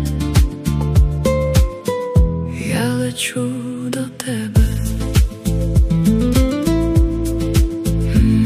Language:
Ukrainian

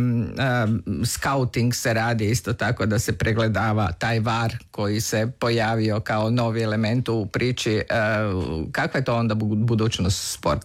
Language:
Croatian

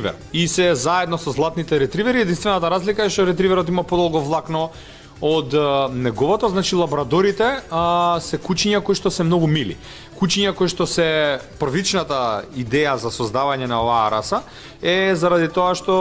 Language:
Macedonian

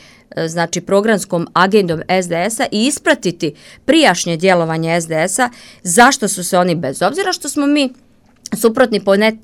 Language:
Serbian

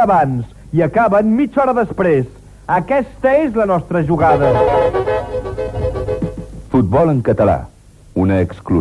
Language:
Catalan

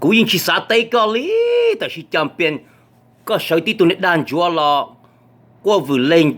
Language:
Hmong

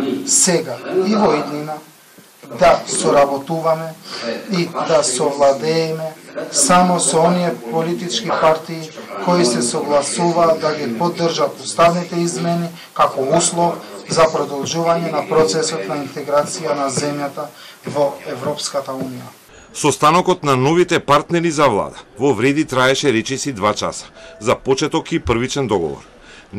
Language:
Macedonian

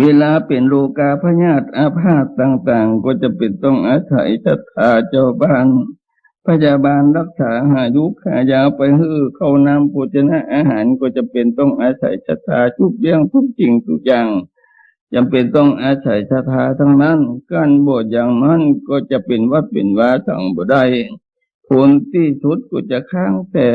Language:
Northeastern Thai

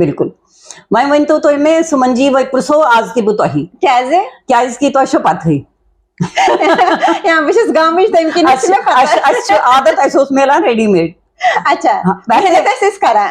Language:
Kashmiri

